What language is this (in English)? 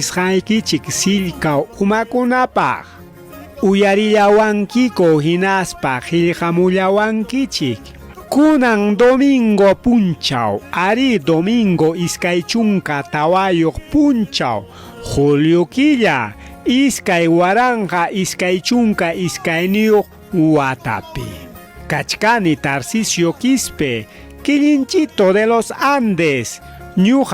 Ayacucho Quechua